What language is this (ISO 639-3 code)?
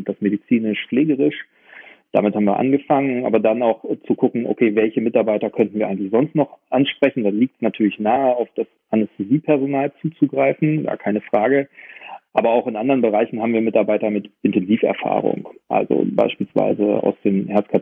deu